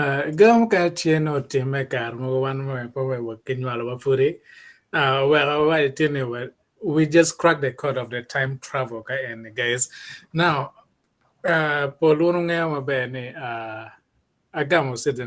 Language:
Acoli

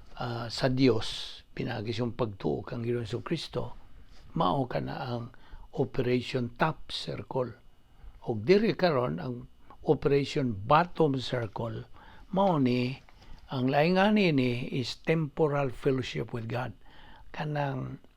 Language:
Cebuano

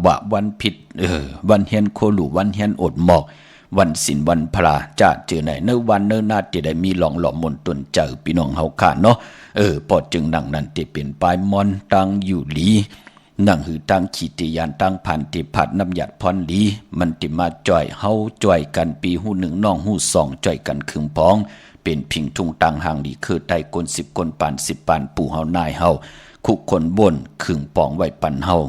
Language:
Shan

